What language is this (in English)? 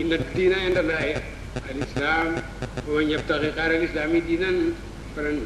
Wolof